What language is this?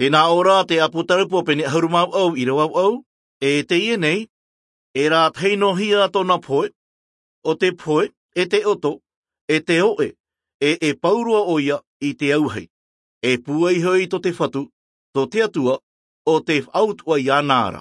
Tahitian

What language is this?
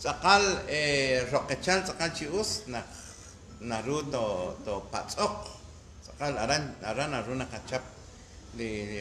Kekchí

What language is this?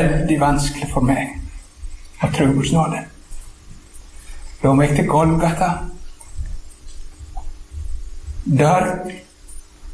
Norwegian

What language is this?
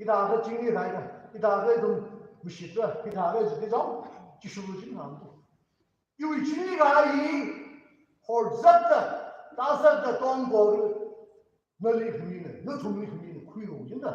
Tangkhul Naga (India)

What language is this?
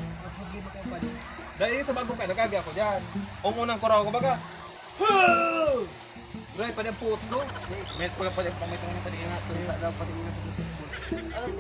Bikol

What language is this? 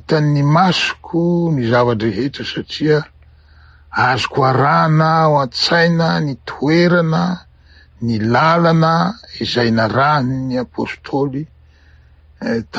Malagasy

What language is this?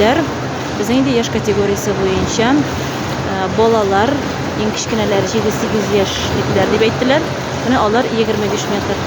Tatar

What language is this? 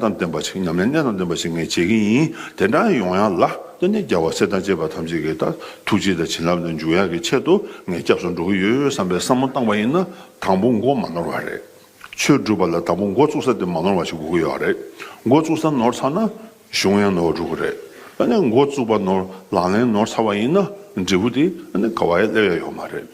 Tibetan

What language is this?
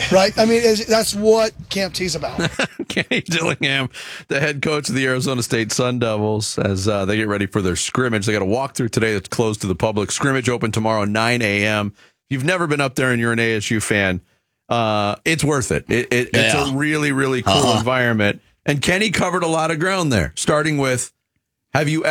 English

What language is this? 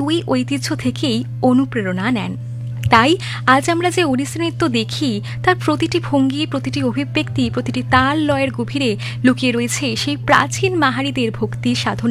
Bangla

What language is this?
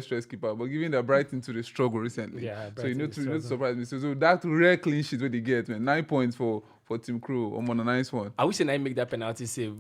Nigerian Pidgin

